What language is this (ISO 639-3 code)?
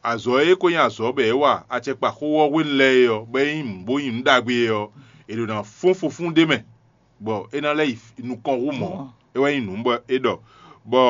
fon